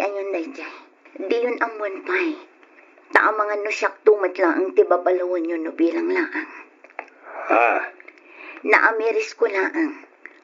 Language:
Iloko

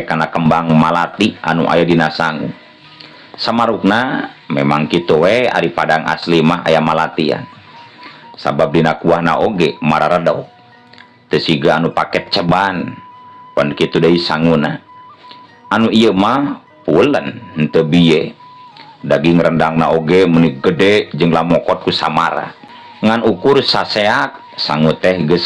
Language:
Sundanese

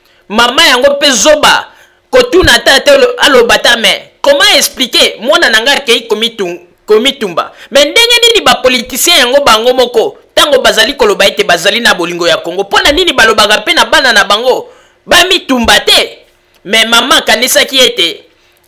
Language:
Lingala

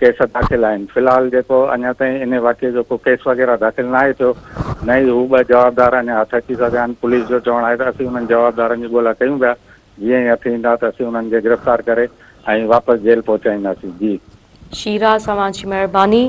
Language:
Sindhi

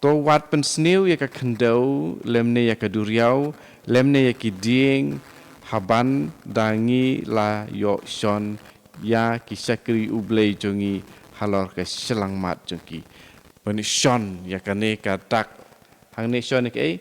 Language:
Khasi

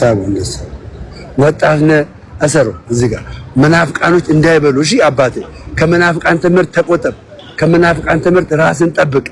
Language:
Amharic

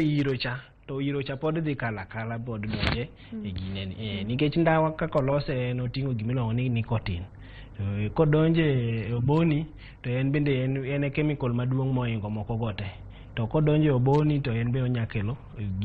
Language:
Luo (Kenya and Tanzania)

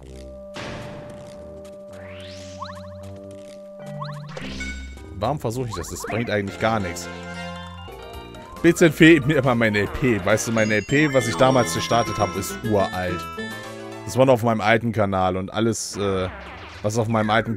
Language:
German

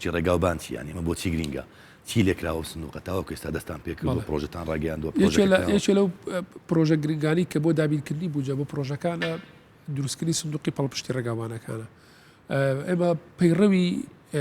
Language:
Central Kurdish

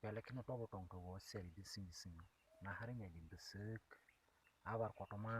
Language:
Kok Borok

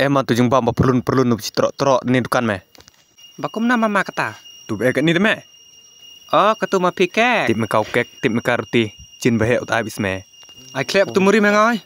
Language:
Khasi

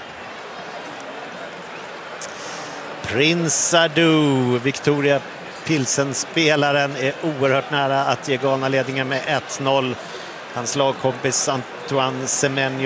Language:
Swedish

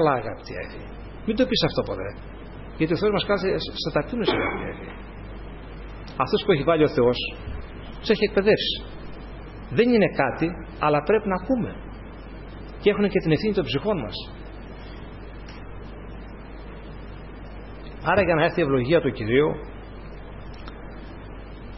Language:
Greek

